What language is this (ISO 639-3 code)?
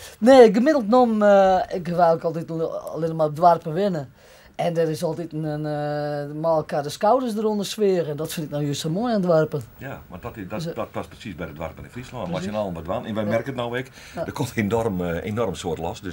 fry